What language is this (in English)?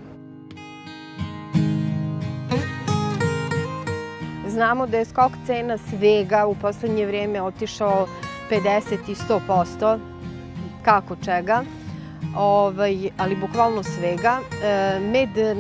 Serbian